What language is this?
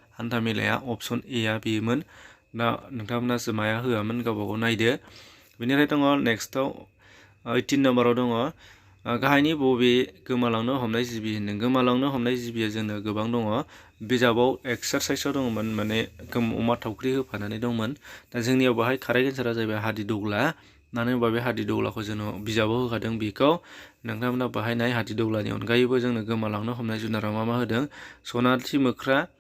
Bodo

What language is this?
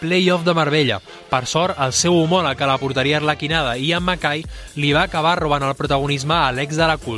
Catalan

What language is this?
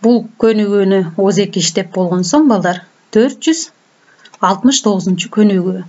Kyrgyz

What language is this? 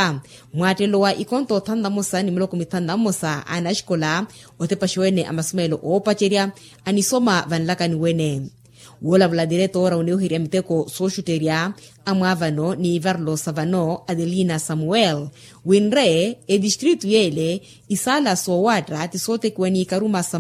Makhuwa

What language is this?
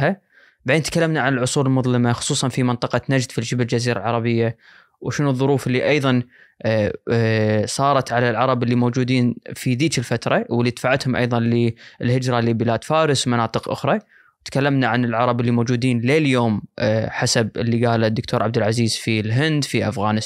Najdi Arabic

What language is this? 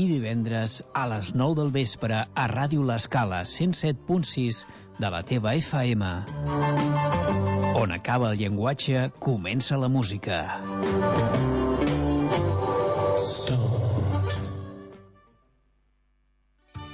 Catalan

